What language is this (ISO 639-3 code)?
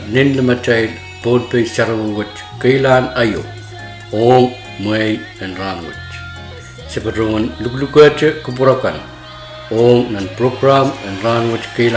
pon